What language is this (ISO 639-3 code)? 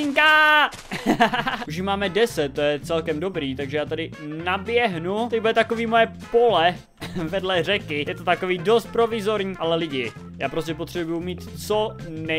ces